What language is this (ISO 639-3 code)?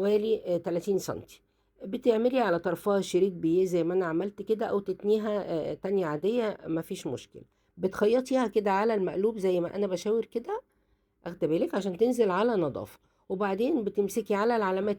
arz